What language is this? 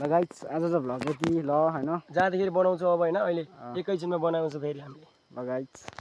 Nepali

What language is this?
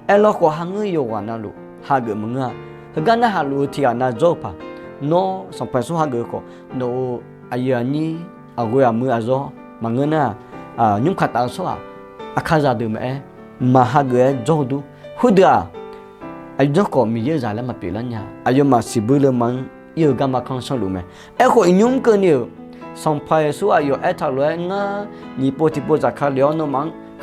Akha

